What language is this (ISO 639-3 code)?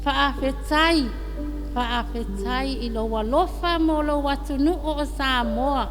smo